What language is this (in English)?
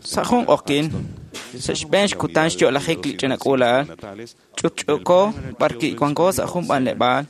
Kekchí